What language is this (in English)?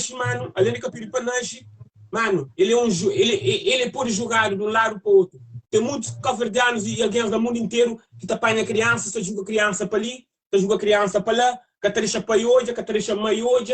Kabuverdianu